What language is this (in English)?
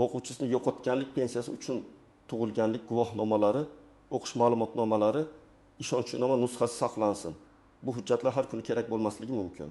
Uzbek